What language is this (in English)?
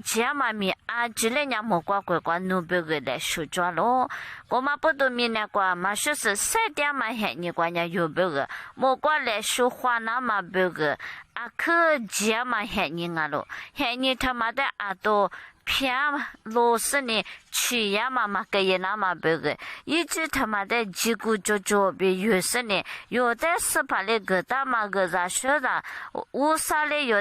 Lisu